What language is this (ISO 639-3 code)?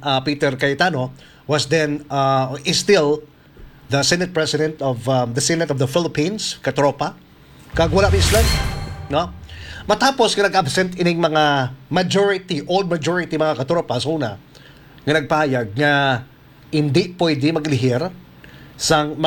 hil